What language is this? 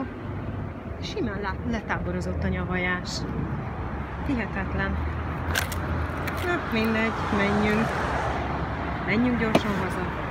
Hungarian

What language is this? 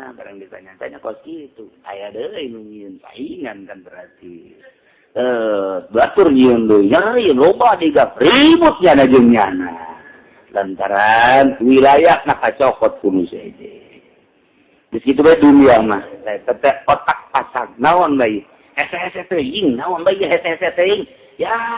Sundanese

